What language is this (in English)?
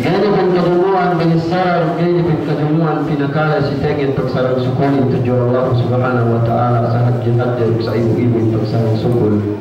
Yakan